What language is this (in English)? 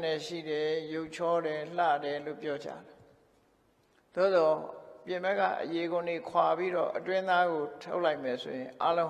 Burmese